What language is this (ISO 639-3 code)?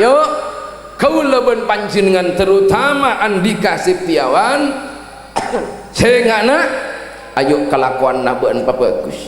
mad